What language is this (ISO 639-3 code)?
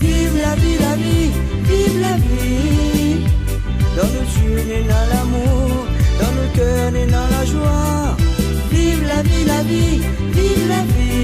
rcf